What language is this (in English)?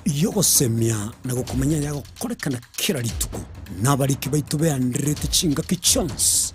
Gusii